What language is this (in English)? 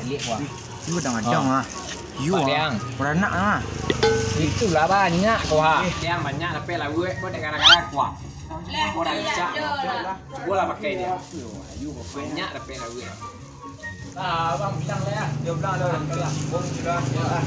Minangkabau